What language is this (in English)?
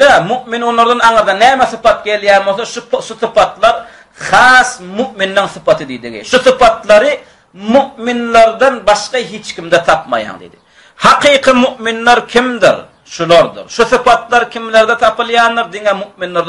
Turkmen